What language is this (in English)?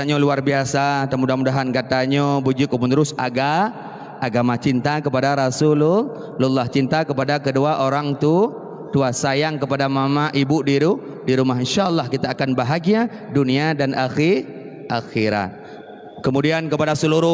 Achinese